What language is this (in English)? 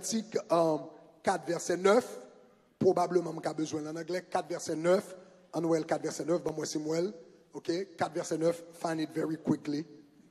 Haitian Creole